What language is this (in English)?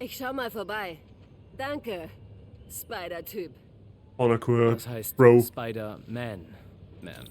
Bavarian